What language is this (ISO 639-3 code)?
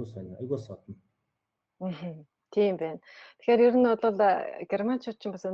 mon